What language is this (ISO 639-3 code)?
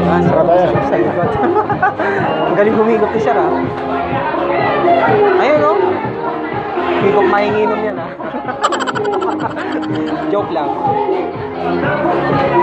fil